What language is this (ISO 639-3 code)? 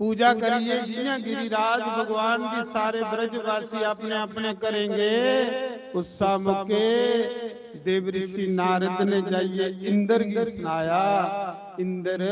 doi